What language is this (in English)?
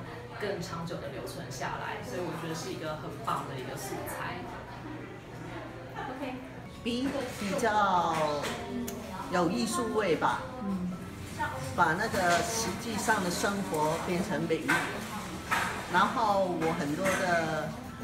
Chinese